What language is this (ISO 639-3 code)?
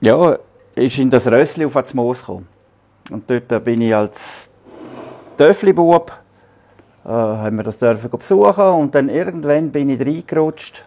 gsw